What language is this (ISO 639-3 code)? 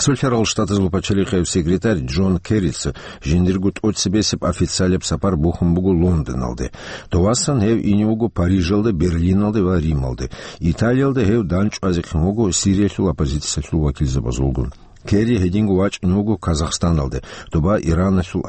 ava